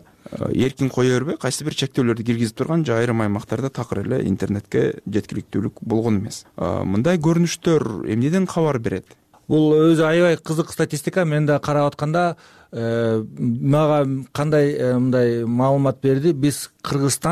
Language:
Kyrgyz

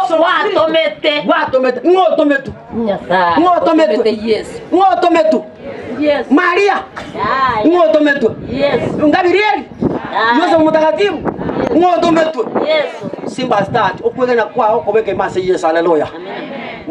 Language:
Gusii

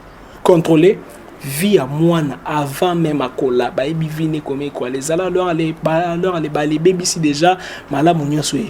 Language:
Lingala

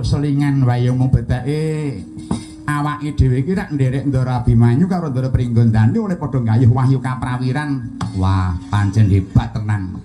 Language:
Javanese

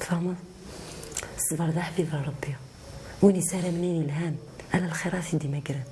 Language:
Kabyle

